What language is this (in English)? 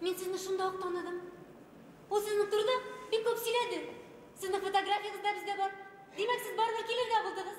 Bashkir